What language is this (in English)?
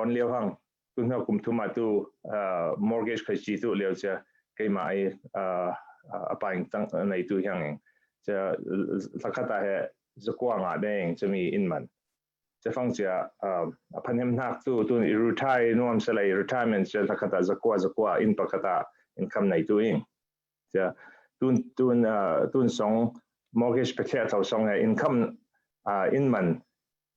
Falam Chin